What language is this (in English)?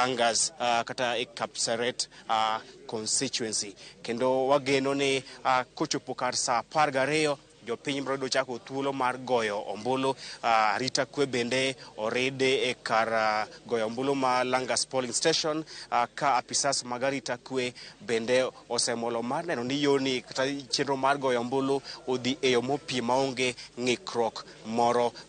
Luo (Kenya and Tanzania)